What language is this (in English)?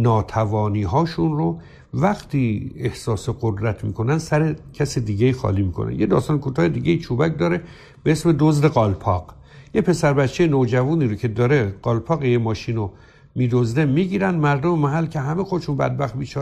Persian